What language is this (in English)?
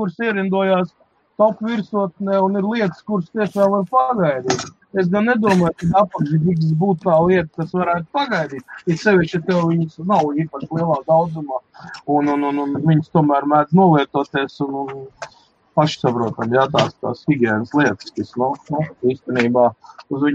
Latvian